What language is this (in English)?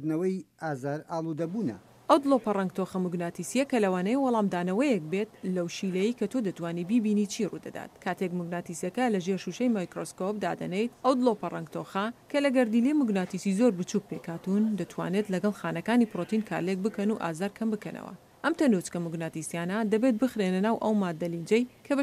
Central Kurdish